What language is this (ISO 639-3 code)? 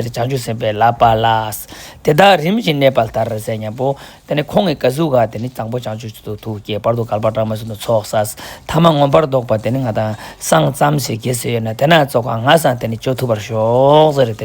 lbj